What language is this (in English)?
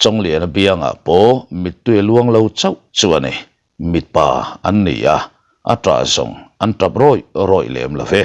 Mizo